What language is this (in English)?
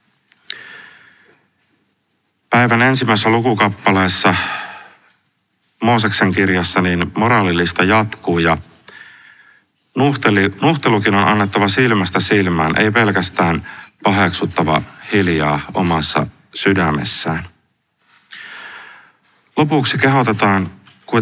Finnish